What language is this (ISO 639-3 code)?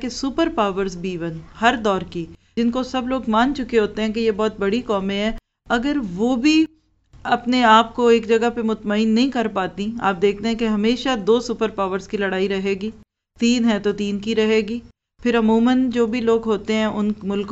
urd